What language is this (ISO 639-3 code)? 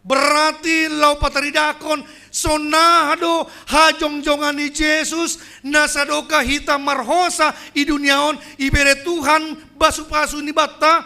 bts